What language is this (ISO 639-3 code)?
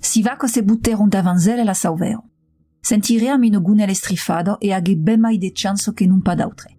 oci